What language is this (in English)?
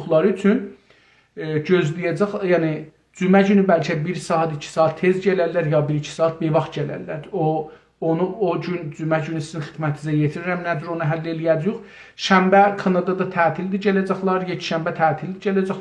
South Azerbaijani